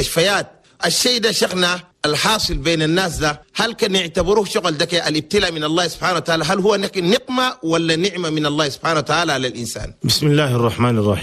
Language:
Chadian Arabic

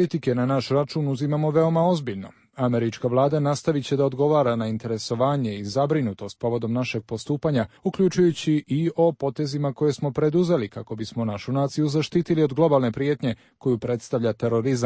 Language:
Serbian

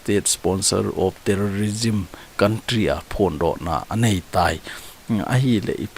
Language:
Thado Chin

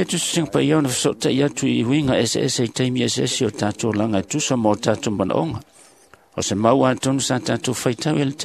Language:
Samoan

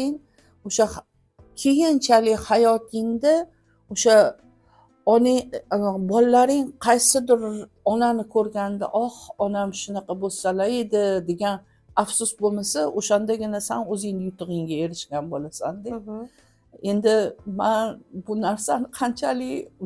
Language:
Uzbek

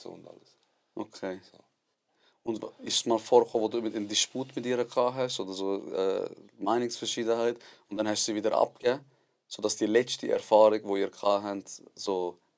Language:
Swiss German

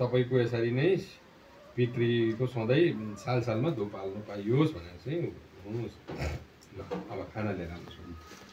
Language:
Nepali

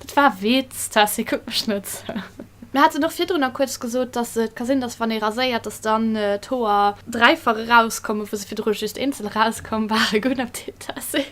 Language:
Luxembourgish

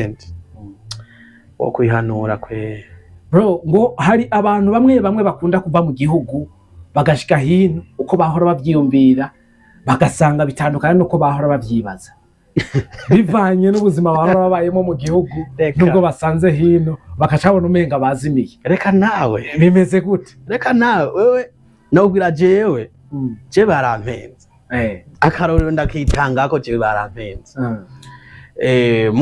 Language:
Rundi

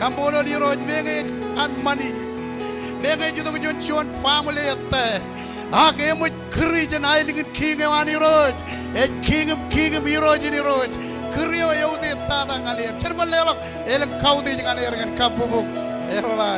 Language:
Marshallese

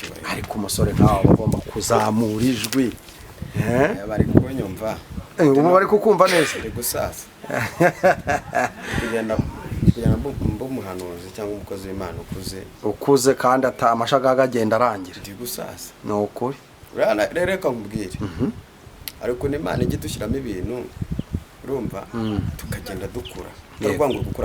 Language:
Kinyarwanda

